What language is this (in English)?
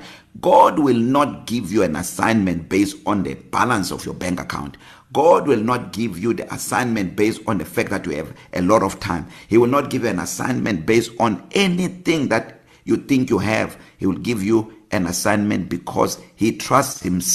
English